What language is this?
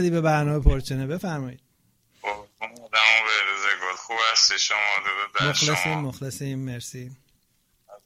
Persian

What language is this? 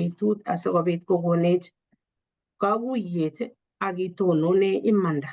Kalenjin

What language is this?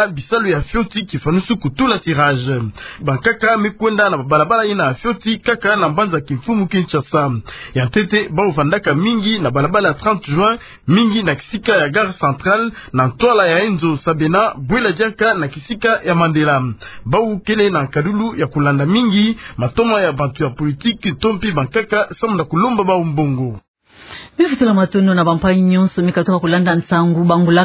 Kituba (Democratic Republic of Congo)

